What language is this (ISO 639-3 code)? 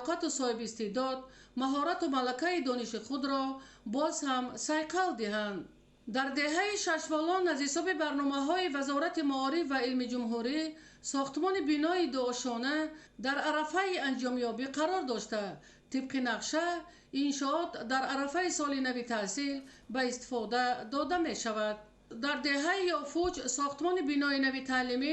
tgk